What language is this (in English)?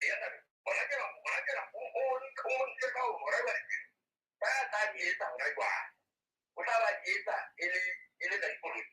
Southern Sotho